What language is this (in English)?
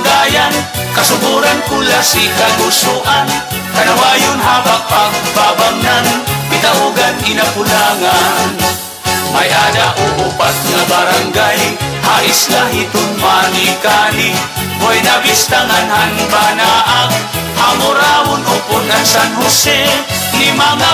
Waray